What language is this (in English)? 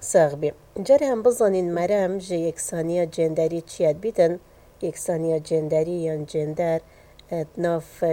Kurdish